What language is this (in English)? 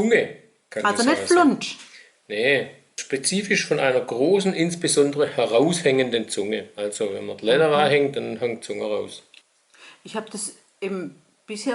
Swabian